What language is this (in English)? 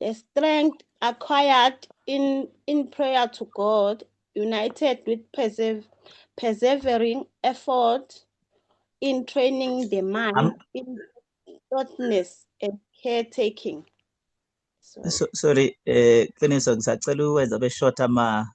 Zulu